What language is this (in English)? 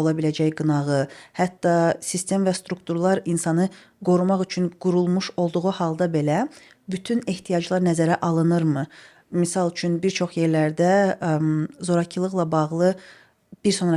Azerbaijani